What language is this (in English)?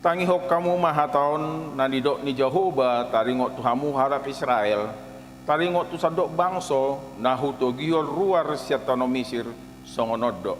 Batak Toba